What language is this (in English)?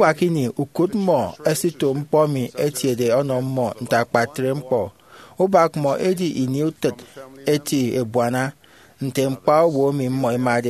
Efik